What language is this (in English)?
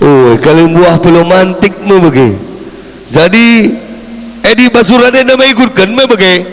Batak Karo